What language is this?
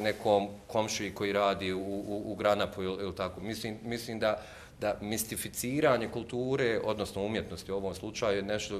Bosnian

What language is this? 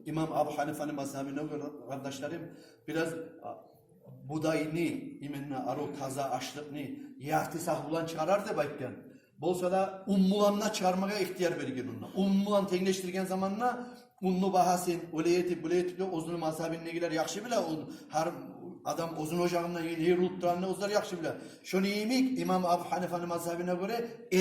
Kumyk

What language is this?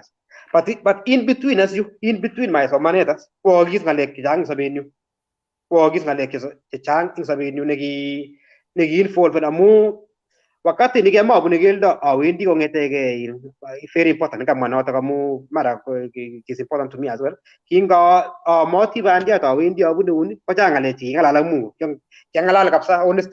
Kalenjin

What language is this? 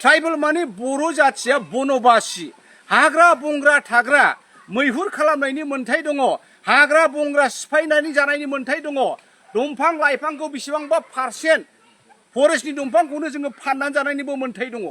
Bodo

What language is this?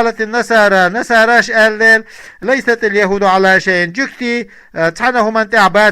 Chechen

